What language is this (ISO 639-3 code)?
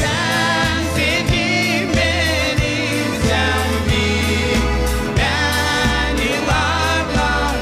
gag